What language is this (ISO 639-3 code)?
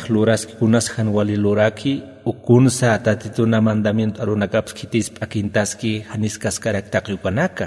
aym